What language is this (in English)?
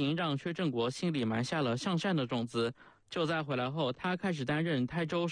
Chinese